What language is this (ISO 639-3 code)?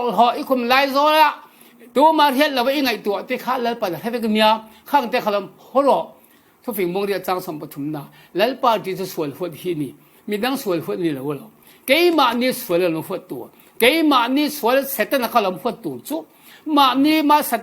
cfm